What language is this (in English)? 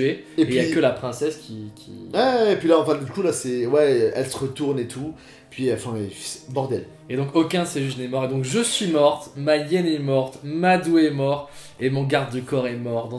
French